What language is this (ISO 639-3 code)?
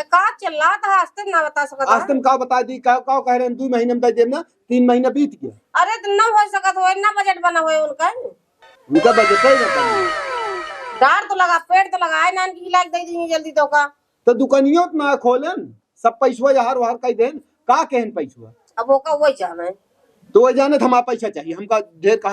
awa